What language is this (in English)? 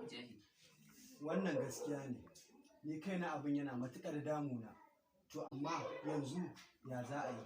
Hausa